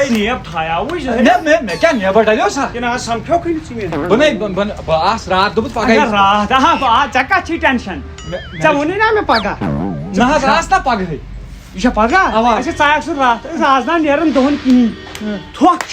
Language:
Kashmiri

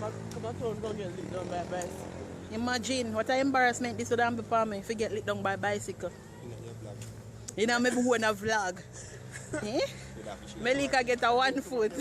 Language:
Jamaican Creole English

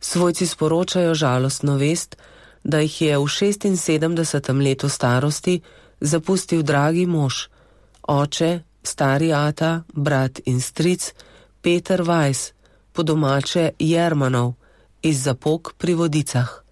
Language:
Slovenian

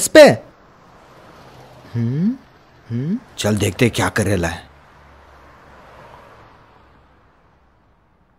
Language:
Hindi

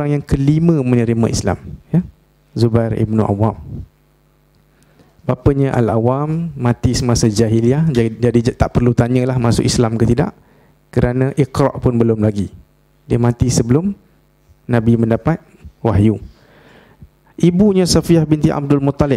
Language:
Malay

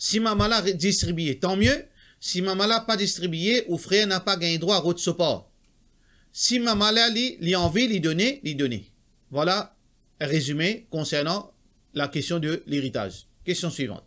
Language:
Morisyen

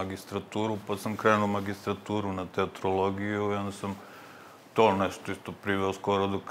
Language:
Serbian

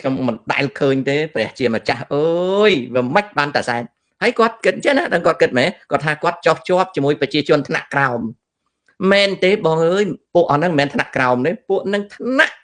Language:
Khmer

